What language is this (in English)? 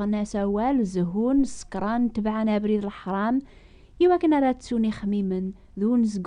Kabyle